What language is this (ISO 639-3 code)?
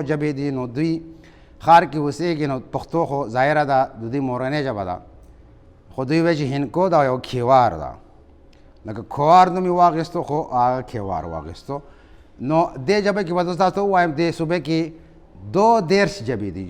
pus